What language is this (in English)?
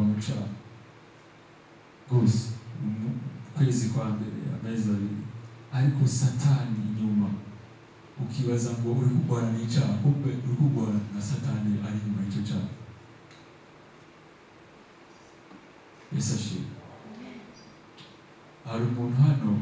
Kinyarwanda